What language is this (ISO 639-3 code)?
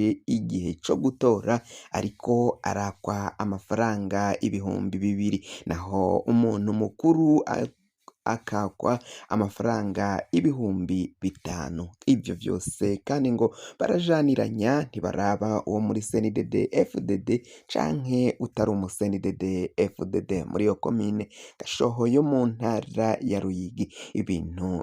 run